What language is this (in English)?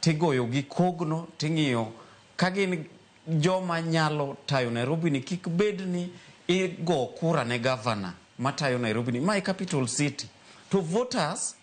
Luo (Kenya and Tanzania)